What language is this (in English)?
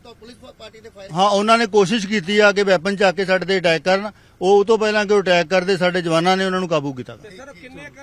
Punjabi